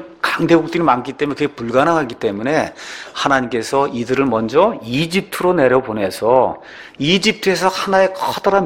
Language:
Korean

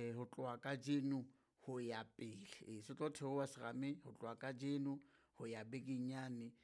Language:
Southern Sotho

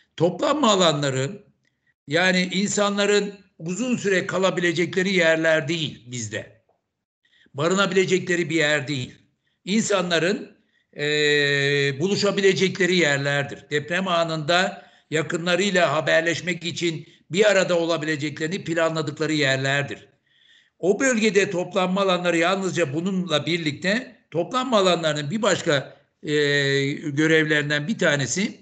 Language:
Turkish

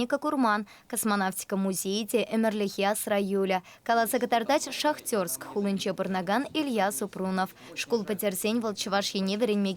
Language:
Chuvash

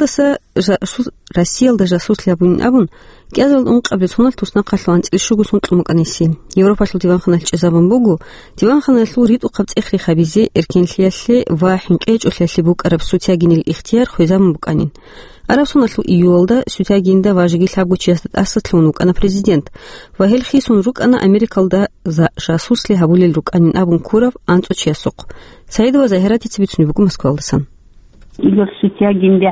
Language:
Avaric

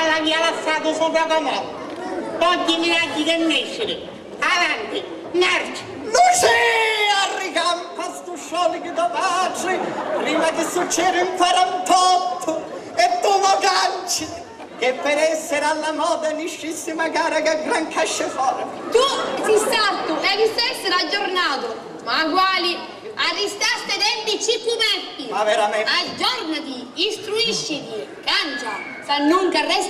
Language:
Sicilian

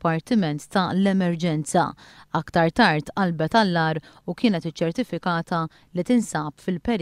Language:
Maltese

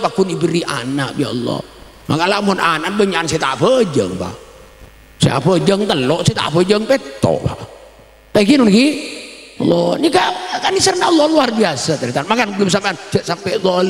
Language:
Madurese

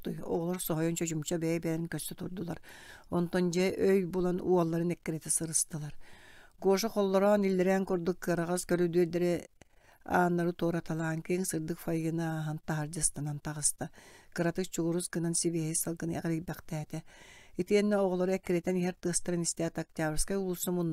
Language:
Yakut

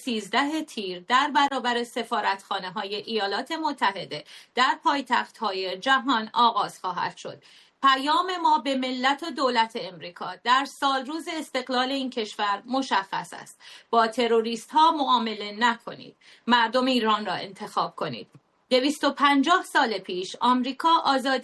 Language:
Persian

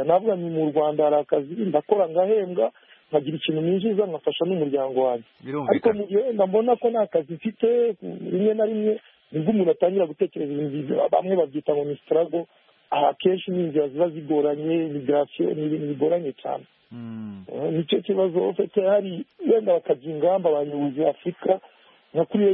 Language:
Kinyarwanda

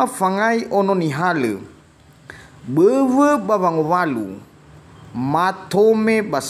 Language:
Nias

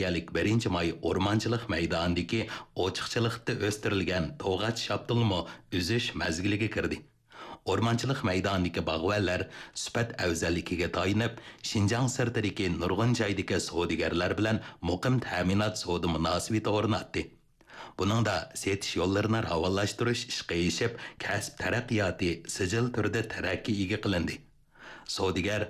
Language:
Uyghur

